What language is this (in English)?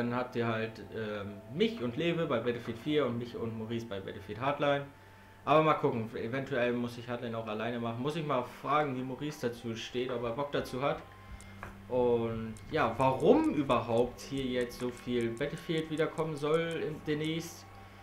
German